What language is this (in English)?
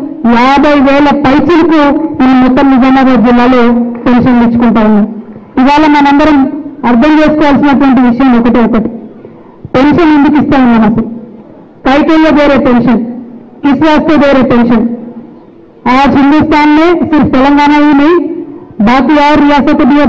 Telugu